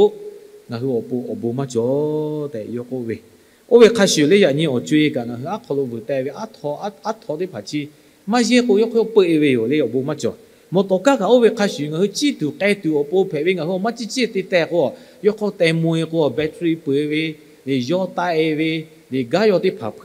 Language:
Lahu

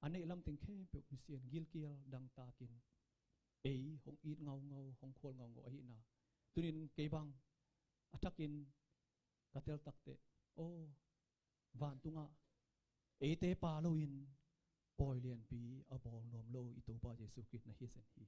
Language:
Tedim Chin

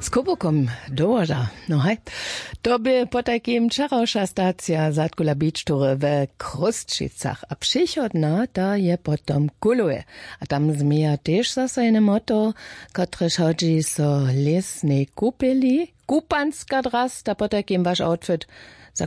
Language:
Upper Sorbian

